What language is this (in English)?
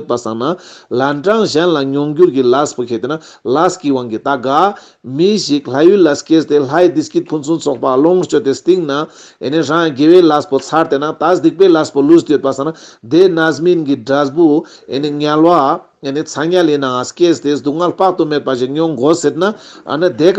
Ladakhi